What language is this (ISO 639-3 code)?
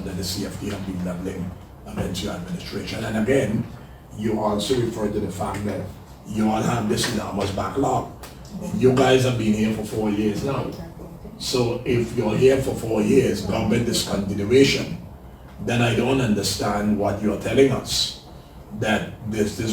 pap